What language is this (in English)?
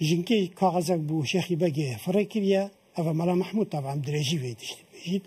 Kurdish